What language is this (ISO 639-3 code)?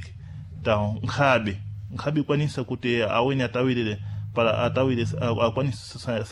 seh